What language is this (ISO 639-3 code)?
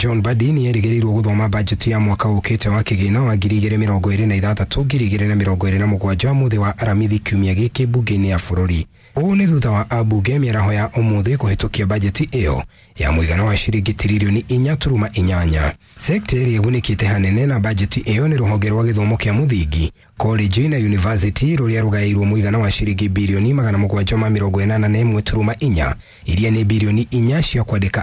kik